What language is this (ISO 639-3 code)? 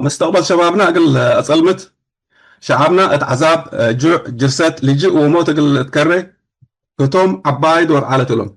tig